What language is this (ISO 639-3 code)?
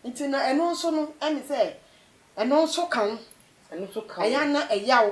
aka